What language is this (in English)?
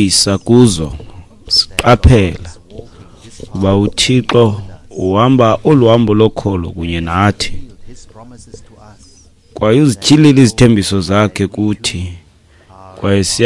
Xhosa